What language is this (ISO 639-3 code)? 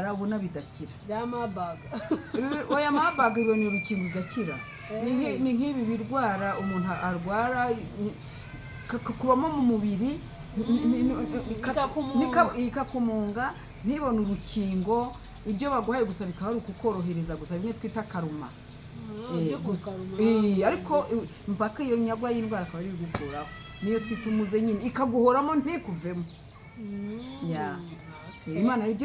kin